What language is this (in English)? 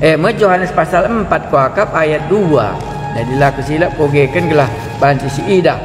Batak Karo